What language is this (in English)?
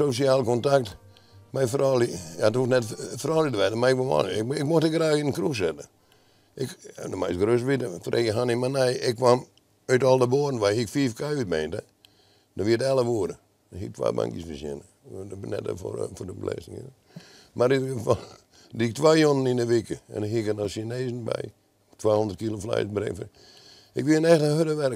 Western Frisian